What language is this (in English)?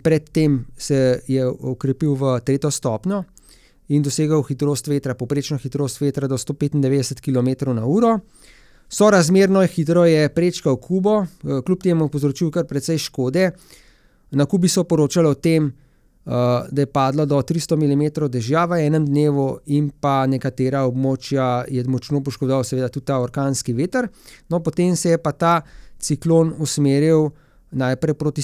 Slovenian